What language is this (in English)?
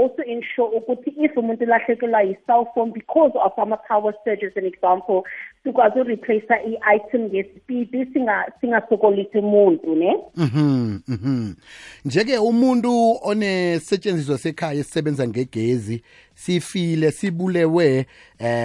South Ndebele